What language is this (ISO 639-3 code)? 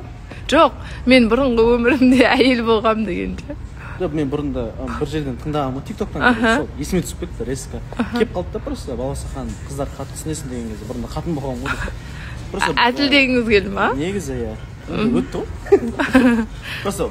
kaz